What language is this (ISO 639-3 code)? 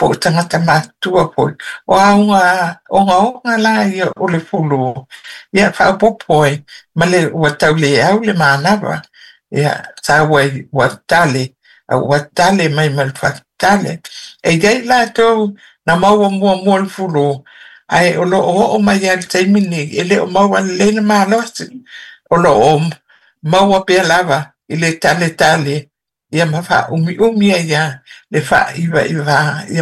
smo